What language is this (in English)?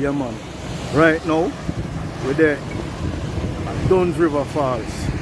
Jamaican Creole English